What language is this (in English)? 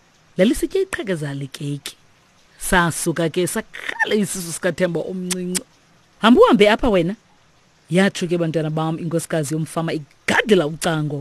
Xhosa